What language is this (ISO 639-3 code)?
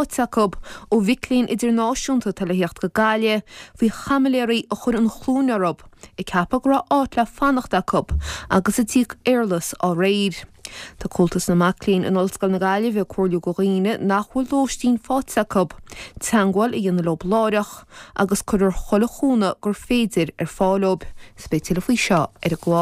gle